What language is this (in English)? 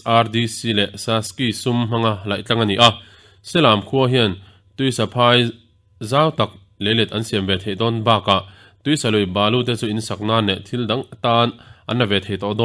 Mizo